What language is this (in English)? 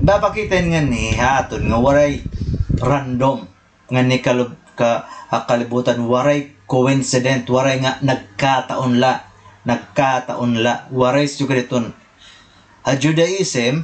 Waray